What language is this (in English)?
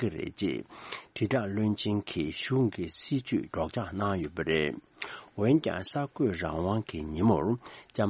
Tibetan